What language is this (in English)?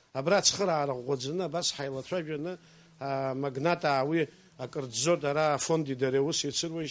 Abkhazian